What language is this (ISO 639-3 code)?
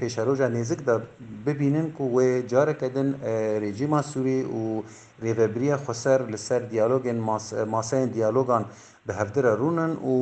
kur